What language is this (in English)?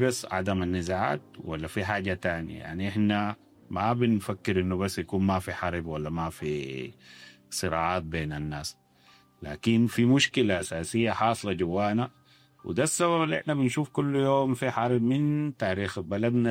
Sudanese Arabic